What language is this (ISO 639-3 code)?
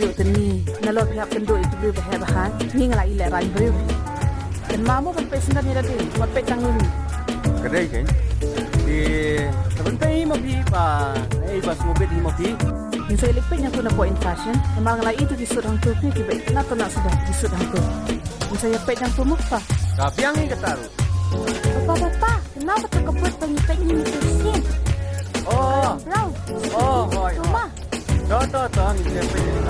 kha